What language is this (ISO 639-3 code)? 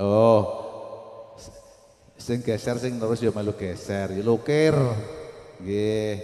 jav